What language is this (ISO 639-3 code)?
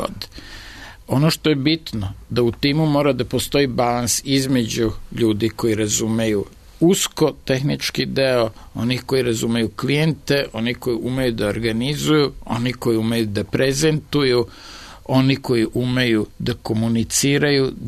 srp